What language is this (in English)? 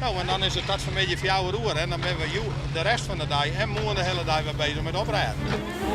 Western Frisian